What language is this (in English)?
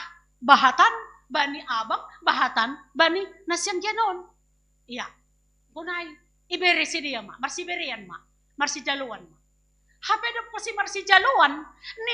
Batak Simalungun